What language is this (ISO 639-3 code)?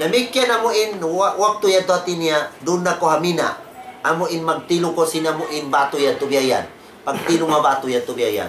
tsg